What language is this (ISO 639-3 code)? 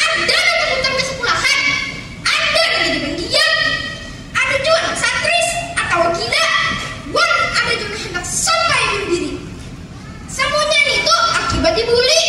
bjn